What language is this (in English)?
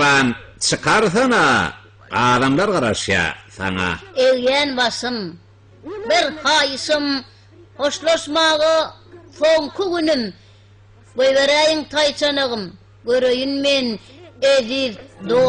Turkmen